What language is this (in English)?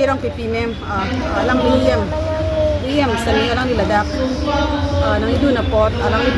Karbi